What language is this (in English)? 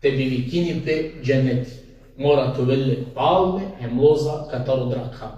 Balkan Romani